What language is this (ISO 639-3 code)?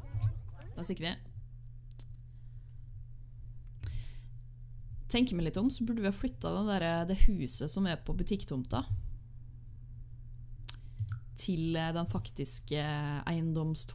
nor